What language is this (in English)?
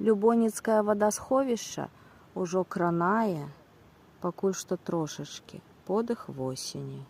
Belarusian